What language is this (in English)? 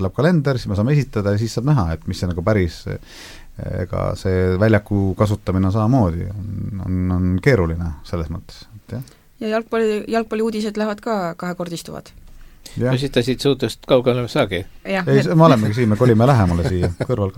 Estonian